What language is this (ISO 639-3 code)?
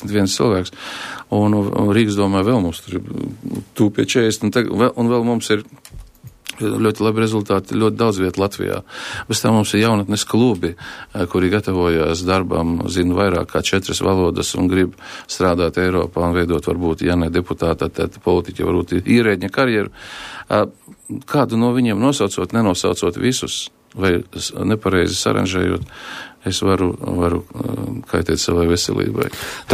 lav